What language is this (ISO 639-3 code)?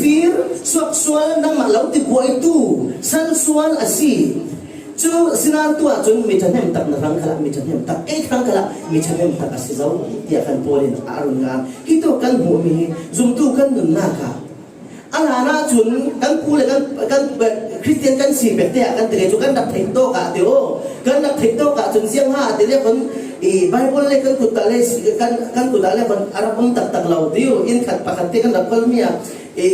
cfm